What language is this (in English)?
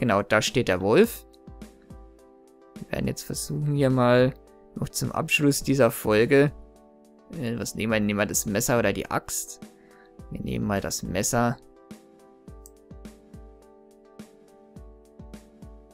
German